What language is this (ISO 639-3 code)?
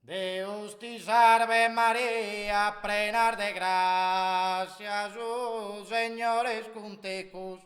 srd